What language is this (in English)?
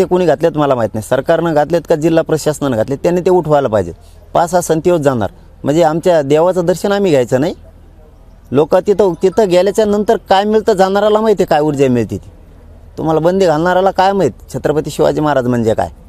Marathi